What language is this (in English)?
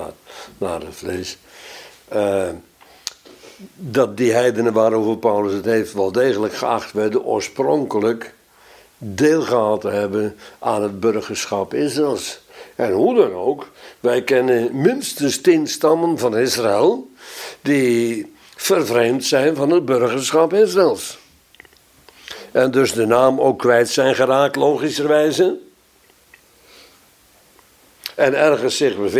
Dutch